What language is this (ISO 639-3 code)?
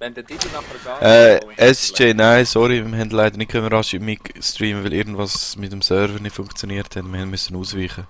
gsw